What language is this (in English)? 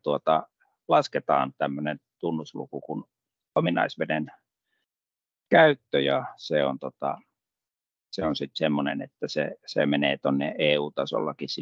Finnish